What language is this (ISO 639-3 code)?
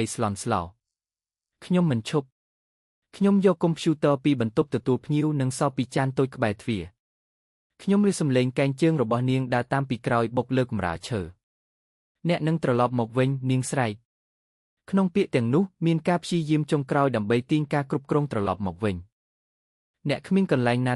khm